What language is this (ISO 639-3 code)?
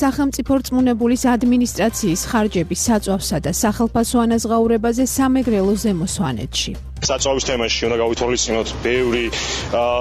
kat